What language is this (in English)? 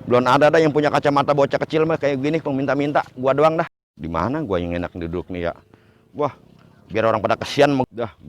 Betawi